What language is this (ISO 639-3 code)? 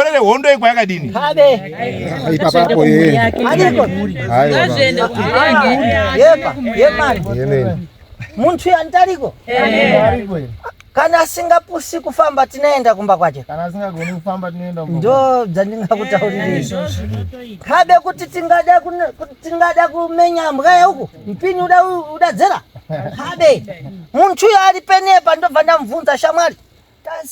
sna